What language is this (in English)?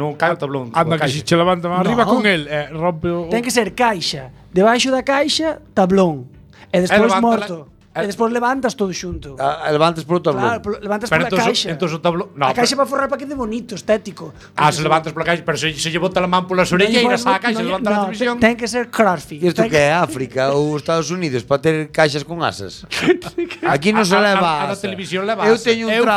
Galician